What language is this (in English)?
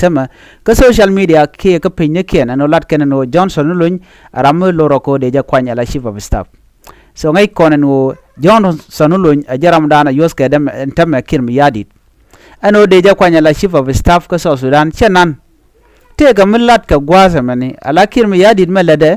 Nuer